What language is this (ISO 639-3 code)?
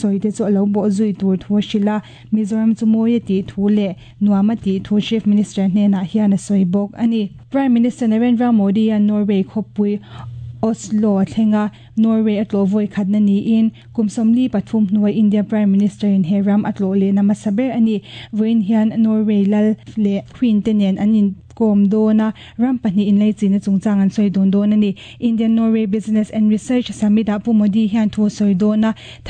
lus